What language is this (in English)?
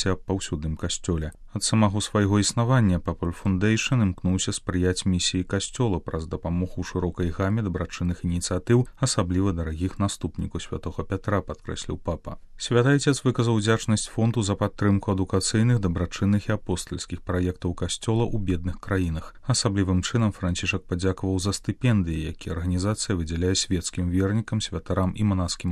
Belarusian